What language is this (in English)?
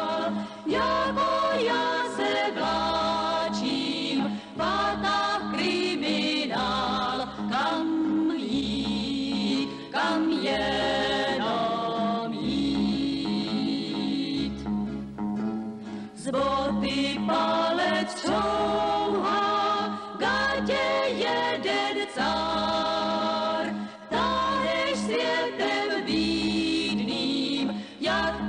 Czech